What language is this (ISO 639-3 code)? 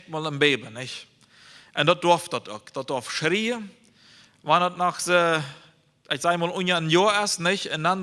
pdt